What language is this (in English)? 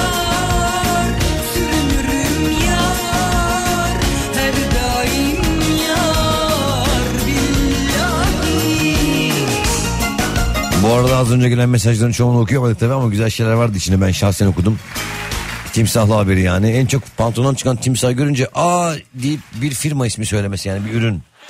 Turkish